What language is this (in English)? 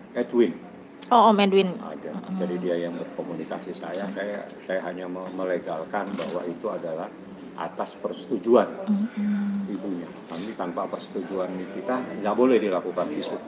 Indonesian